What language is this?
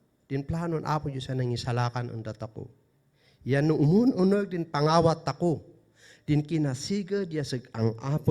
Kankanaey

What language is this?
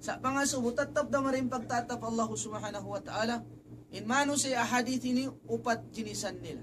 Tausug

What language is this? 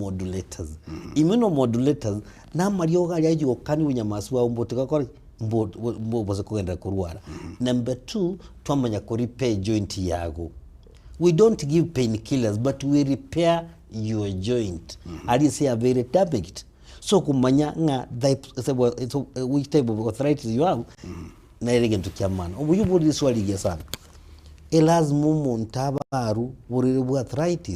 Gusii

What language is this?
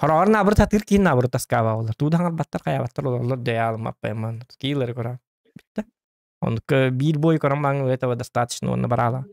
Yakut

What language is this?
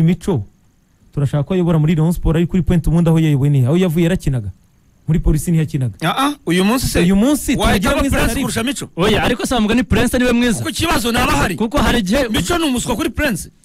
Kinyarwanda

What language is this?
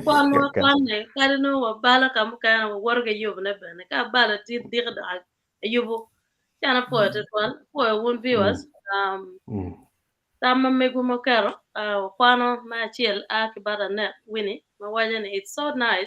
Acoli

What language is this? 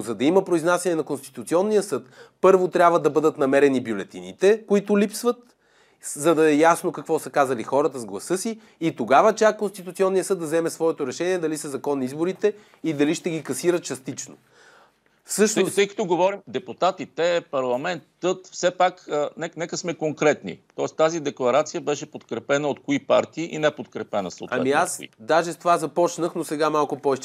Bulgarian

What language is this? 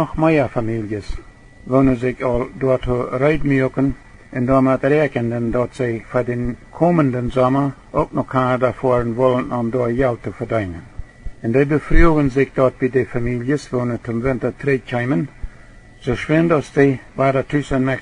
Plautdietsch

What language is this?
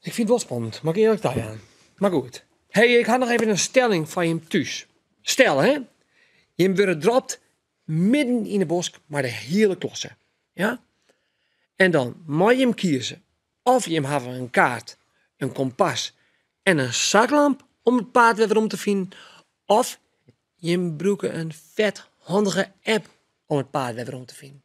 Western Frisian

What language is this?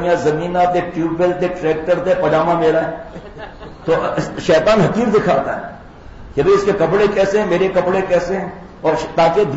Urdu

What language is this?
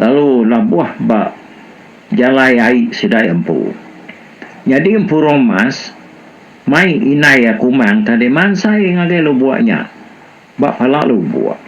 Iban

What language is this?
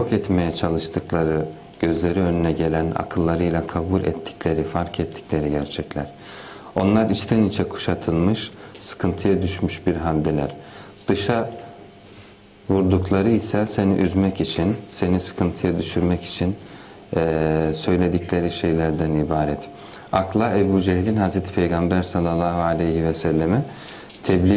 Turkish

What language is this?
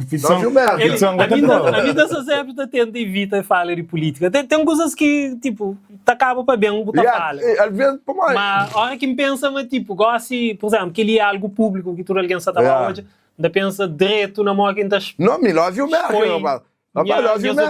Kabuverdianu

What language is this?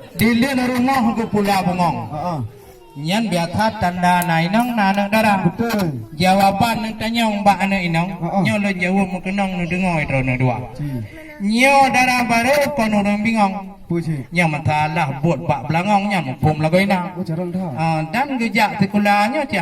Achinese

